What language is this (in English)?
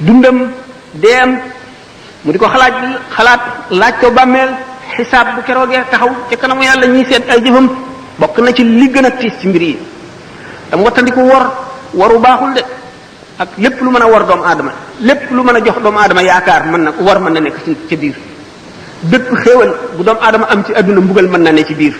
Wolof